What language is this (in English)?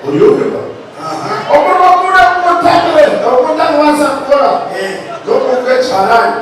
Nyankole